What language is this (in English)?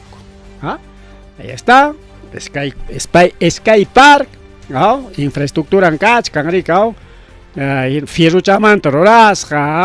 Ayacucho Quechua